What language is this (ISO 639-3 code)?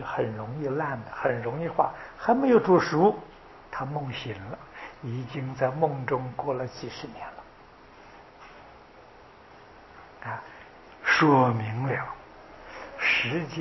zho